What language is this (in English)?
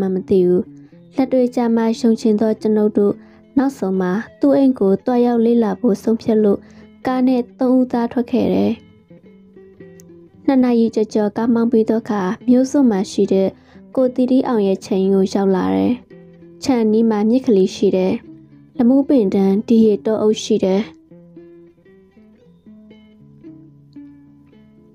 Burmese